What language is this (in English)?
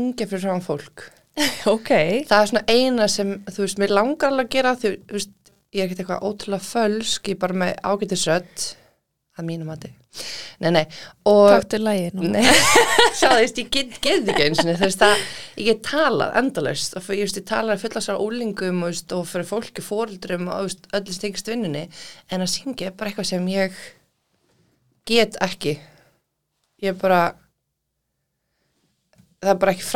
Icelandic